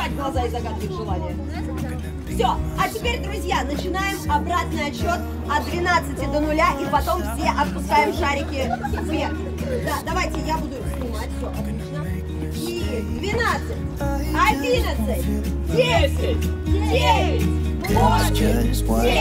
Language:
Russian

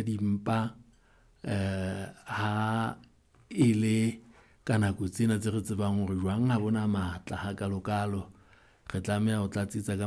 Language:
Southern Sotho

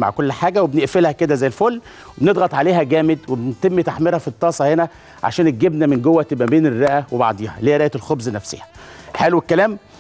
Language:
Egyptian Arabic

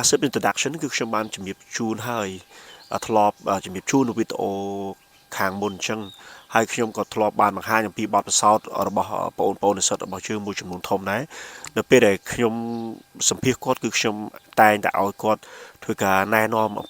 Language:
Khmer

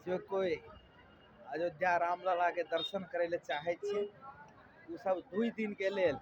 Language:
Maithili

